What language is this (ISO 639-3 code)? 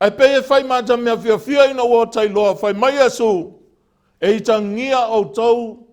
smo